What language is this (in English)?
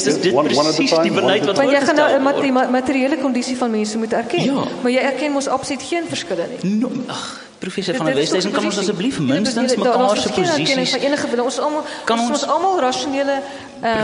Afrikaans